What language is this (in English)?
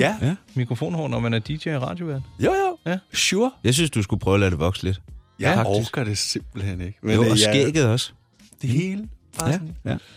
Danish